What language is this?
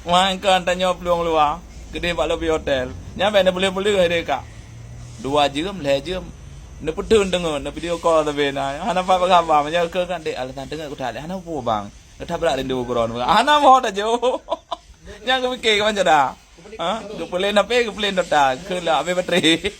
Achinese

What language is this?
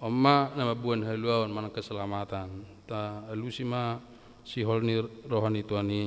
Batak Toba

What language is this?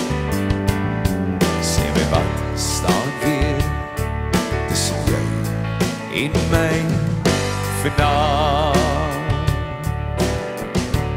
Afrikaans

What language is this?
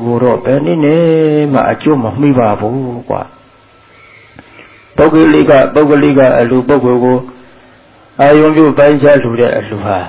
Burmese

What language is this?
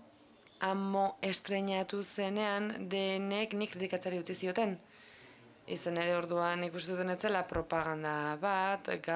Basque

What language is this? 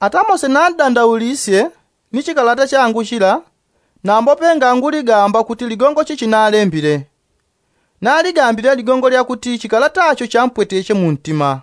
Yao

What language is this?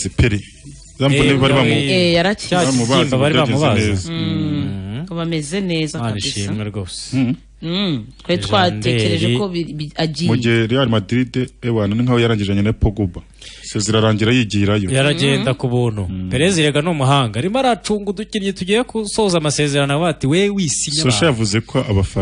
Kinyarwanda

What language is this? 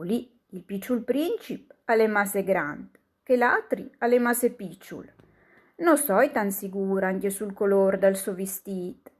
Friulian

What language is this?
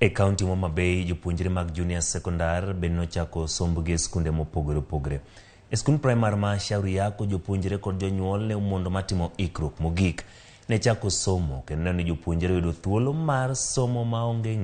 Luo (Kenya and Tanzania)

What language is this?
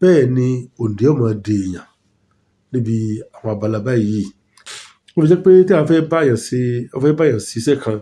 Yoruba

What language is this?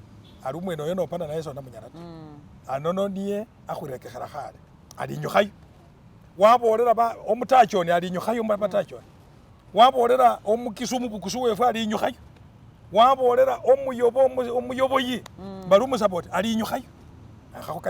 Masaaba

